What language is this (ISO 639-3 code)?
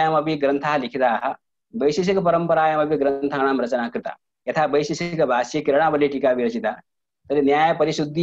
san